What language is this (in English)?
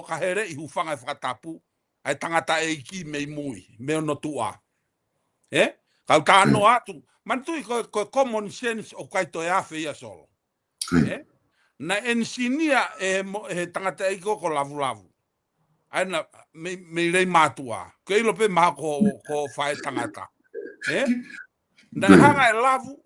Tongan